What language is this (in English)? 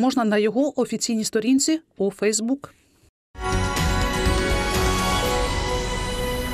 Ukrainian